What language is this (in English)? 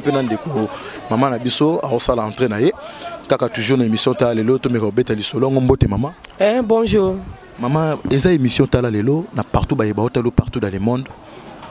Lingala